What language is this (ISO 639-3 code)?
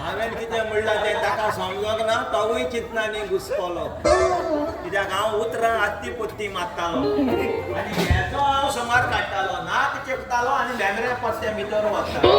kok